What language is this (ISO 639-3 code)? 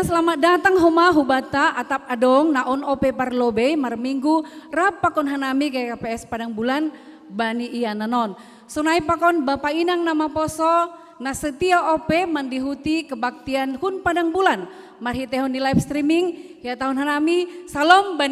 bts